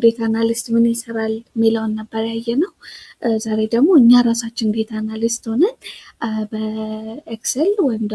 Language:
Amharic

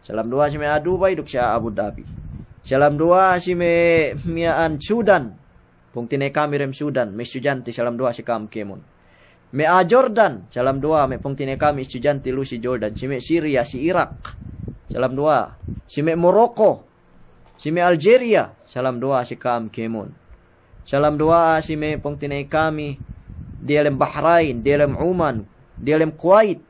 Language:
Yakan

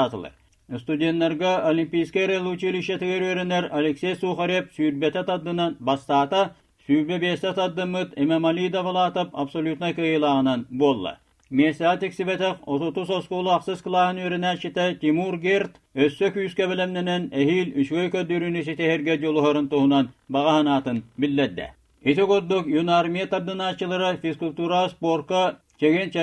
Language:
Yakut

